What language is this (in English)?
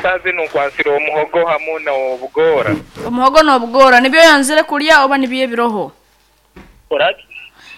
Nyoro